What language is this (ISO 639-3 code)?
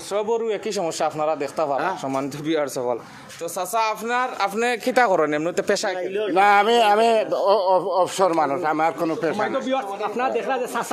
syl